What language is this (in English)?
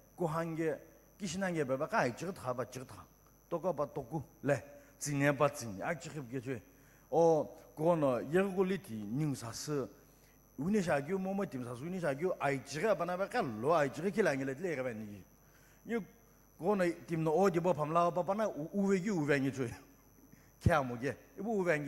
Sumi Naga